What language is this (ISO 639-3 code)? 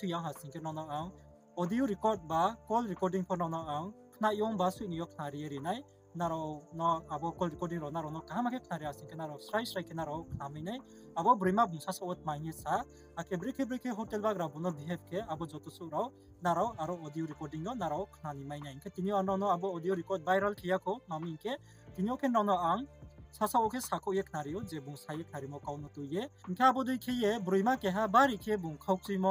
ria